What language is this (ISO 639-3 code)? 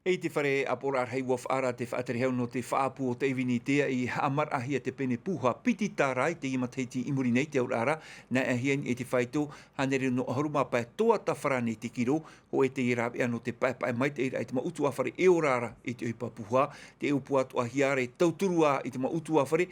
tah